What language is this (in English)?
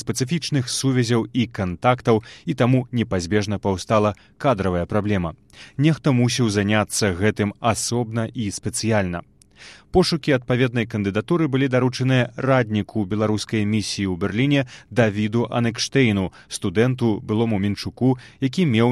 Belarusian